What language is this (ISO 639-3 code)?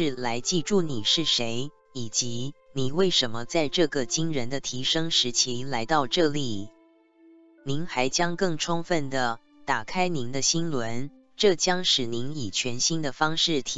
zho